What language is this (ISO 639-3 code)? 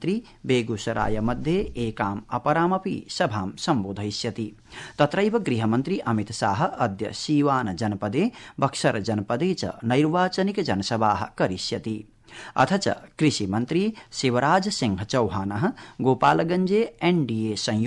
san